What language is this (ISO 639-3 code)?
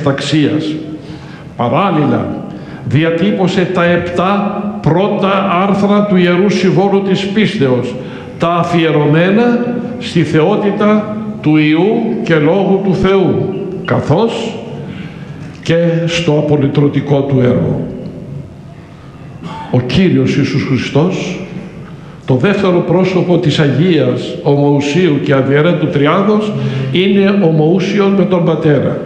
ell